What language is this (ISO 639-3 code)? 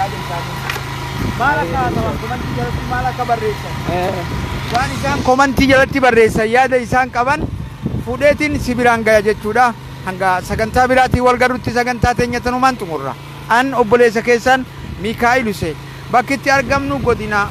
orm